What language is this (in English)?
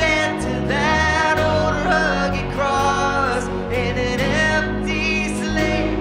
English